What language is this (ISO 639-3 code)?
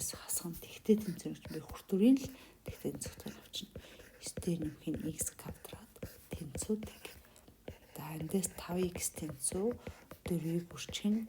mon